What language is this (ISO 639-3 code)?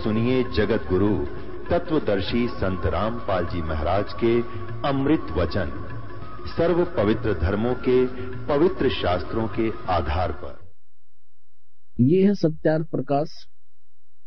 hin